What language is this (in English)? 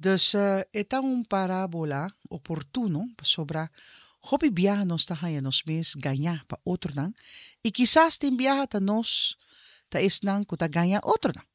Papiamento